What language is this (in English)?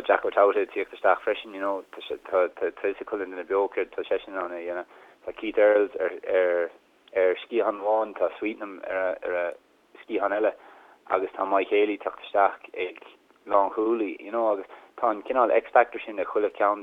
Irish